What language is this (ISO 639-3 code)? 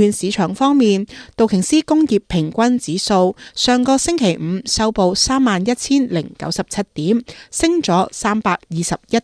yue